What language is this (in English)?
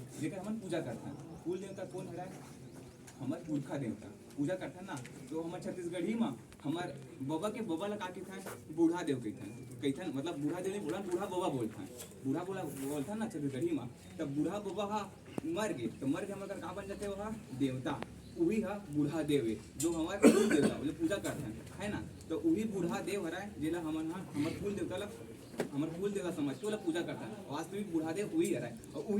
Chhattisgarhi